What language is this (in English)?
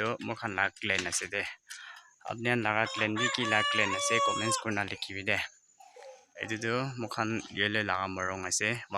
Naga Pidgin